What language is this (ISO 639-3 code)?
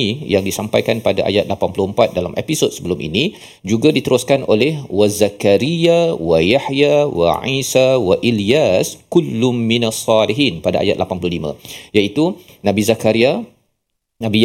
msa